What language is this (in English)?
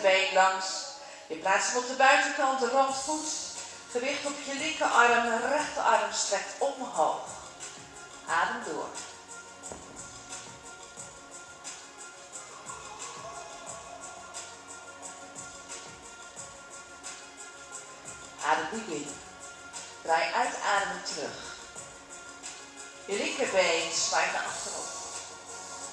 Dutch